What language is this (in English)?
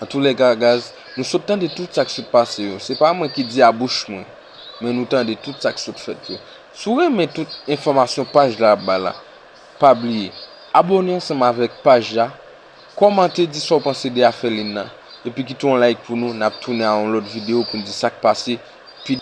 Haitian Creole